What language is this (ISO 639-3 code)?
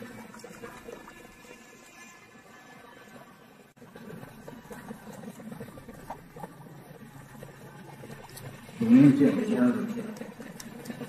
zho